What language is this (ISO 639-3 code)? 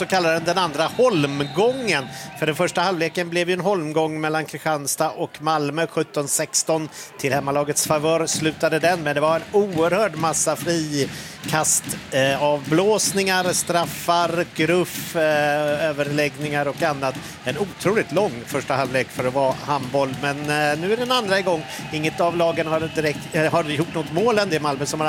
swe